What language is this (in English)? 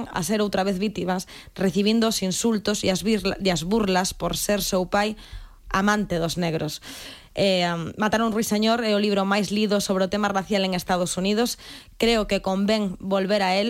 Galician